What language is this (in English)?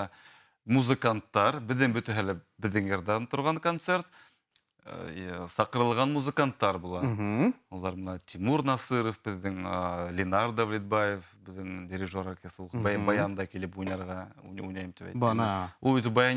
Bashkir